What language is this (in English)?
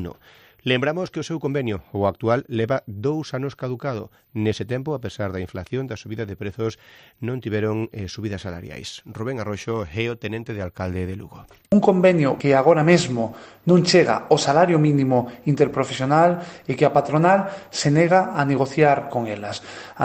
Galician